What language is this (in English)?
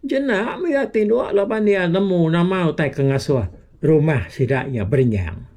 Iban